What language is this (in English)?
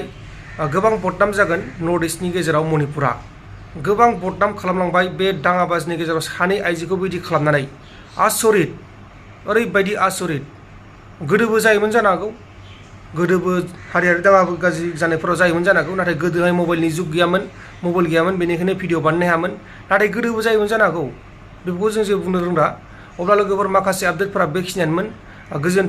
Bodo